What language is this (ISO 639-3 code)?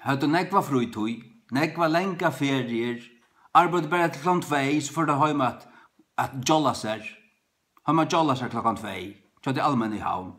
fao